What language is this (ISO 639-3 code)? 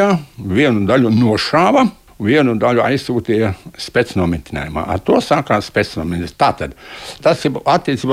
lav